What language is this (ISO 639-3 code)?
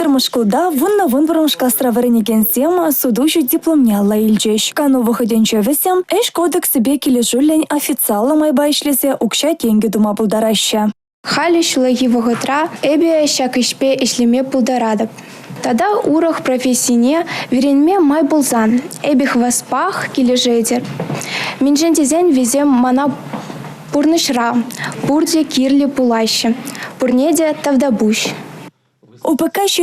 chv